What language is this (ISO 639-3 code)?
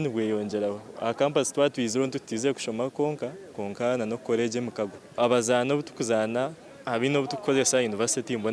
nyn